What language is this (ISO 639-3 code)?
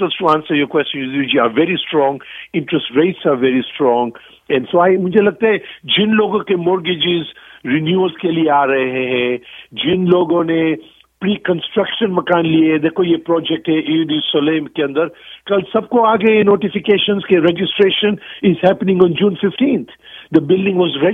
pan